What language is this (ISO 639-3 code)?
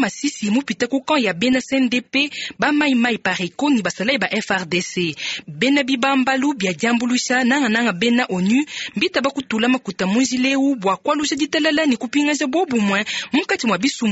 lua